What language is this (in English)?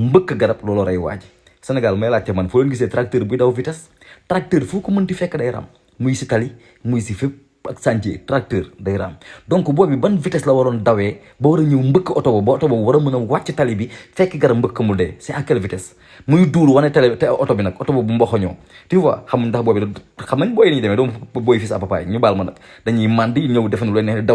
Wolof